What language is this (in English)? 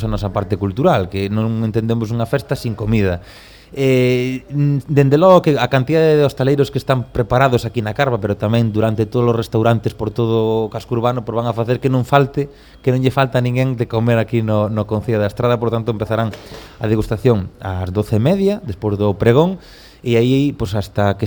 Galician